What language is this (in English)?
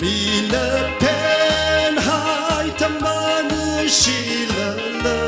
Tangkhul Naga (India)